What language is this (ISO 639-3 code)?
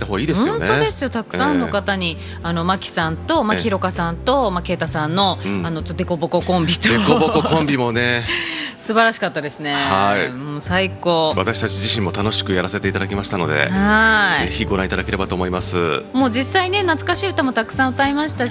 jpn